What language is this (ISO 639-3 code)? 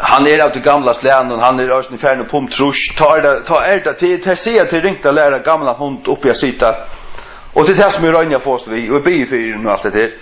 fao